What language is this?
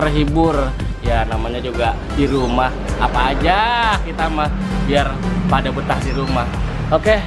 Betawi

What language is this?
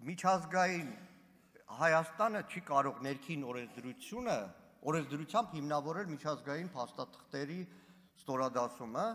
Armenian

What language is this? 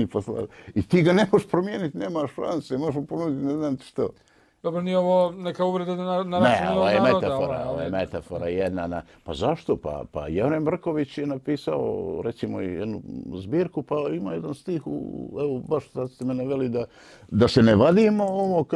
Bosnian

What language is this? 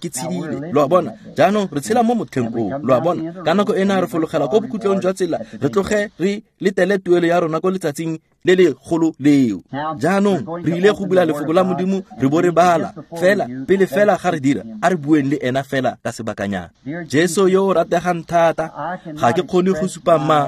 Tswana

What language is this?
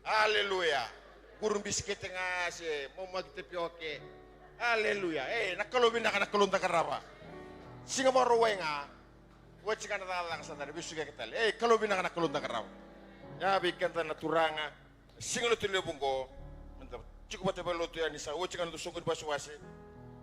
Fijian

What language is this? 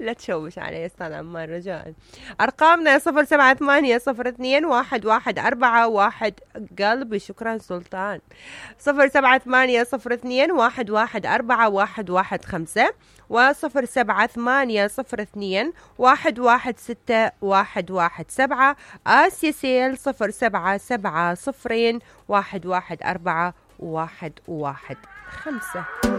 Mesopotamian Arabic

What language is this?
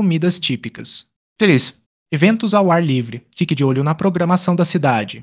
Portuguese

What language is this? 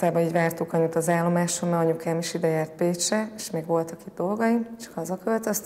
Hungarian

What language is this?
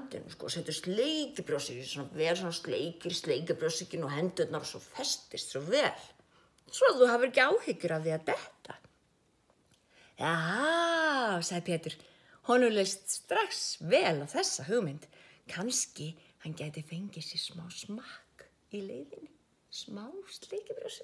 Icelandic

